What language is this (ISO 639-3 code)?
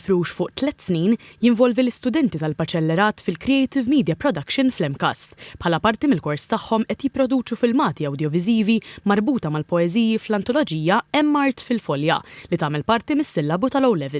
mlt